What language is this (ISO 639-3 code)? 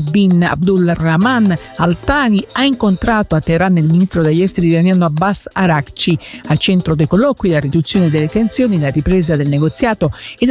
ita